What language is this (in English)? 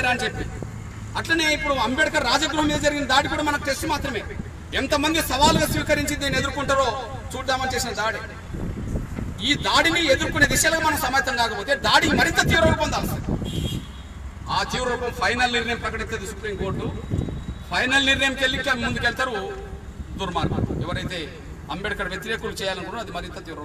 Telugu